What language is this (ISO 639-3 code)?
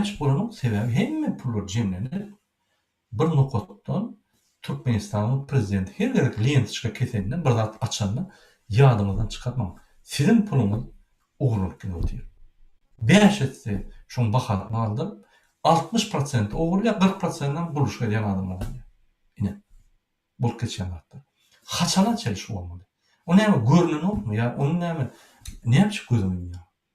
tuk